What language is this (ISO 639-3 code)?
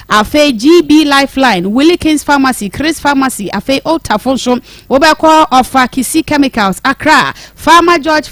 aka